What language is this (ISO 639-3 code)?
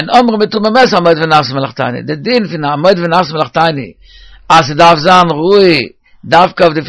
yid